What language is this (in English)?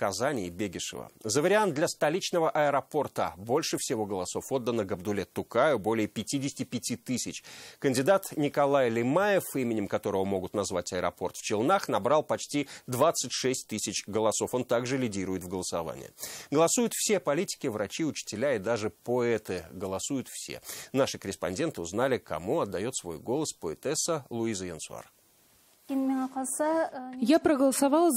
Russian